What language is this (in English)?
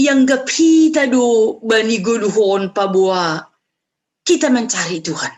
Batak Simalungun